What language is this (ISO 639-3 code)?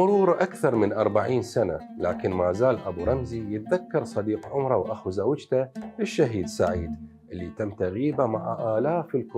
acm